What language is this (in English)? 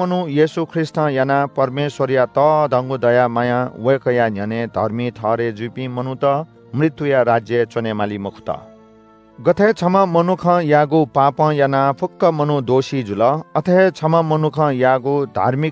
Newari